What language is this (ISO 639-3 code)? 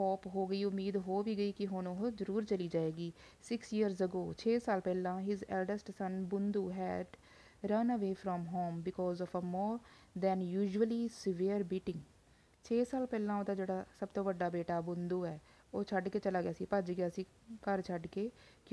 pan